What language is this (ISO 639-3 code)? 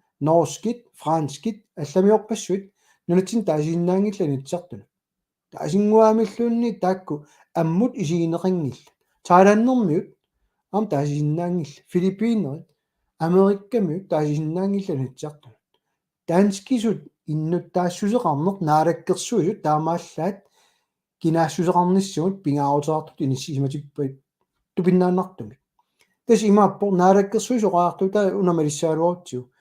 kal